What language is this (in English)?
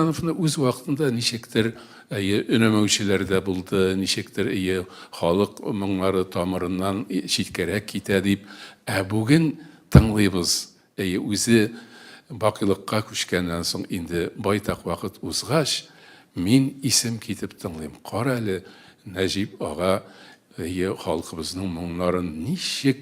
Tatar